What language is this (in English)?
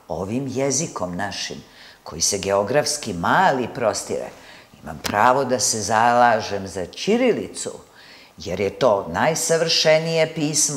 Serbian